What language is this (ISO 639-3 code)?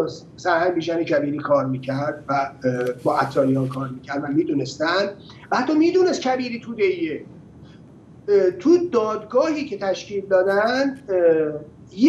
fas